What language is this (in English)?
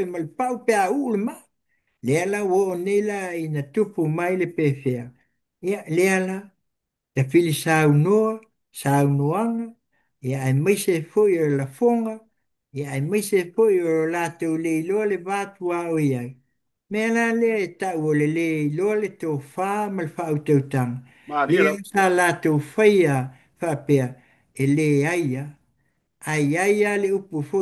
Samoan